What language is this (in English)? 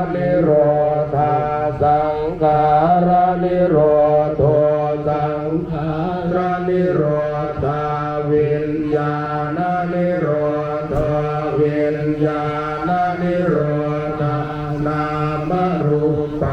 Pali